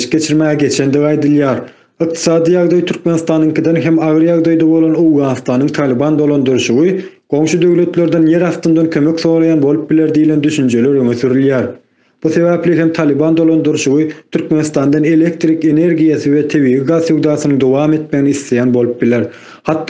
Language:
Turkmen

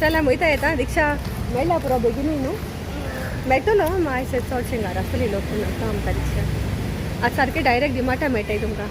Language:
Konkani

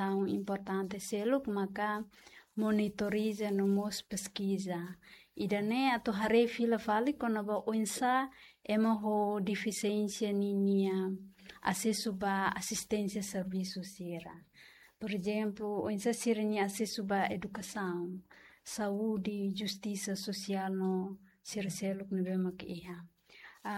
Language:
Tetum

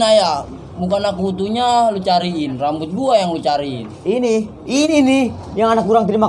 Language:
Betawi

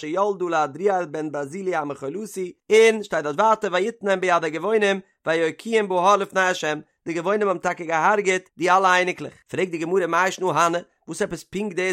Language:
Yiddish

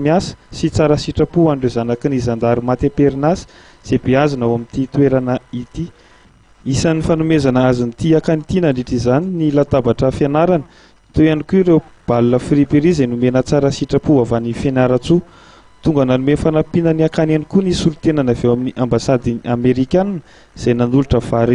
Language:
Malagasy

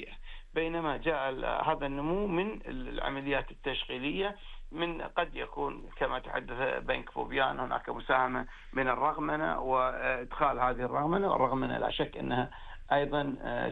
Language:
Arabic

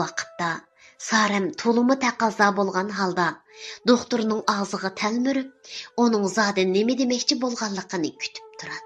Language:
Uyghur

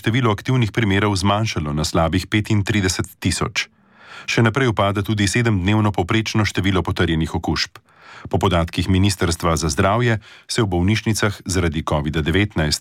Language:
Slovenian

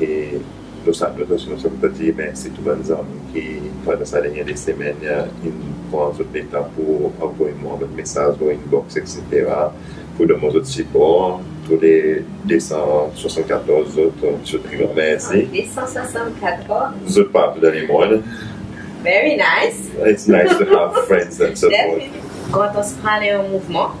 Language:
Seselwa Creole French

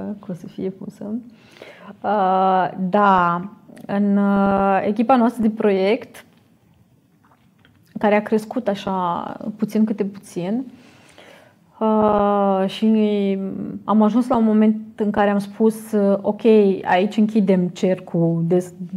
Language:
Romanian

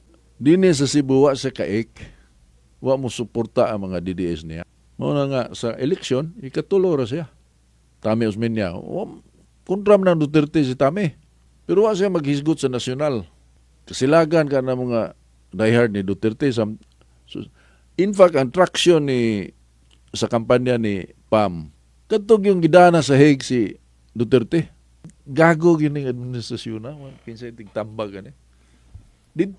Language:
Cebuano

